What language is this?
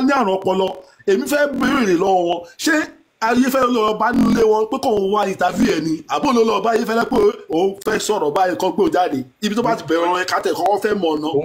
Yoruba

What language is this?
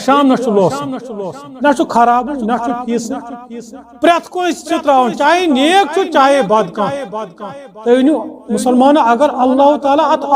Kashmiri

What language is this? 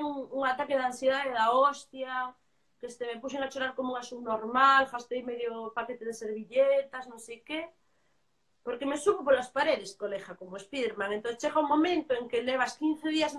Galician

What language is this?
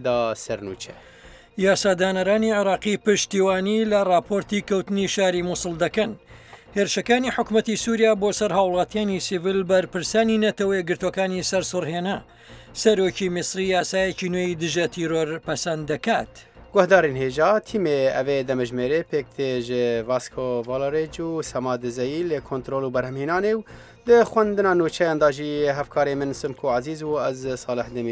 Central Kurdish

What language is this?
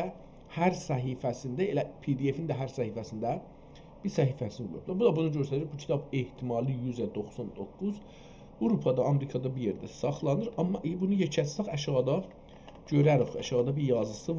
South Azerbaijani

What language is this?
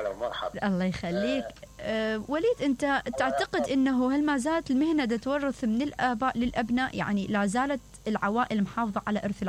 Mesopotamian Arabic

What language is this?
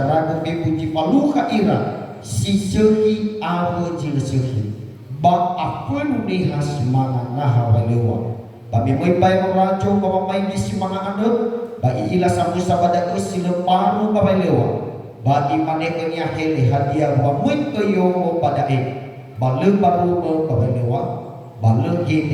Nias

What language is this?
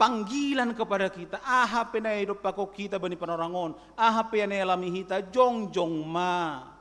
Batak Simalungun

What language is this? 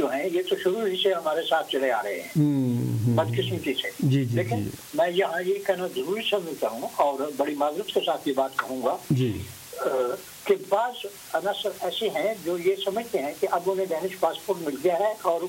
Urdu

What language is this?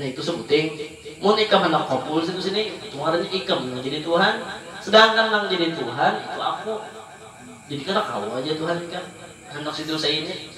Banjar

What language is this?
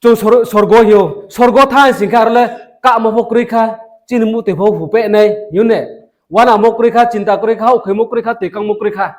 Riang (India)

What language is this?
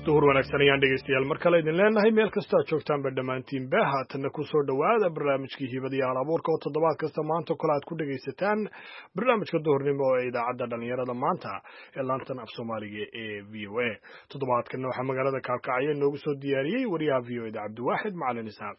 Somali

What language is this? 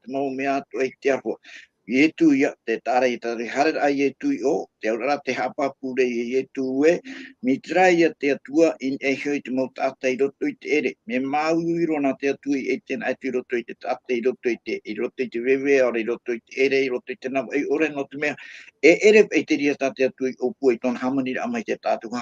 Tahitian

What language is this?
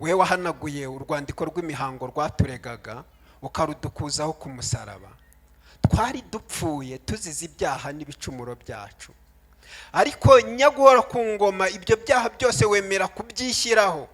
Kinyarwanda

